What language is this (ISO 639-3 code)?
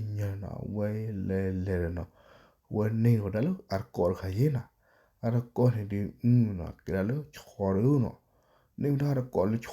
ksw